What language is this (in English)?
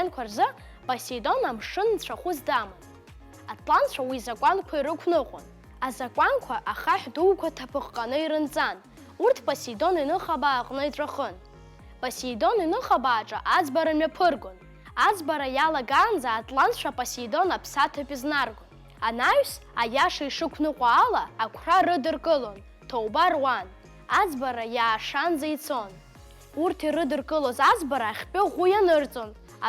Abkhazian